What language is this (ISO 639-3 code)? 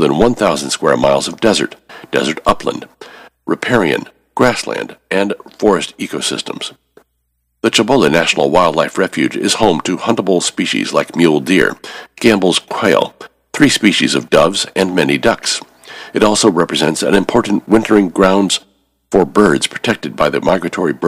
eng